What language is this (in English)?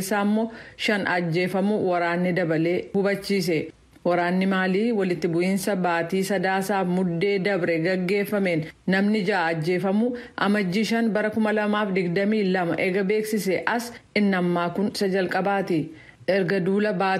Oromo